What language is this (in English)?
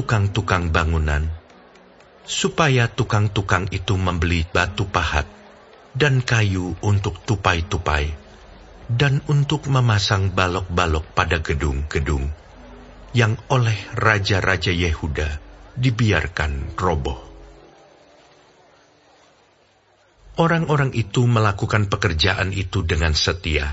Indonesian